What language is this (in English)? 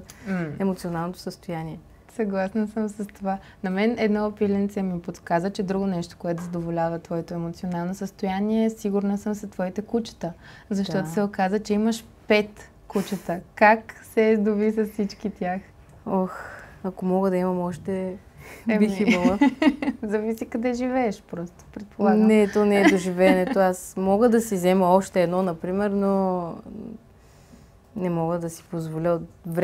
Bulgarian